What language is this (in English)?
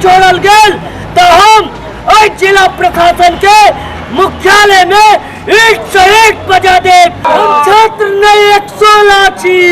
Maithili